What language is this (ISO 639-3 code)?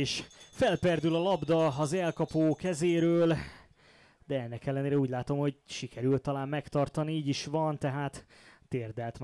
hun